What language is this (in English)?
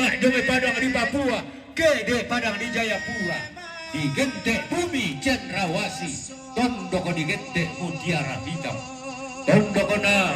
Toraja-Sa'dan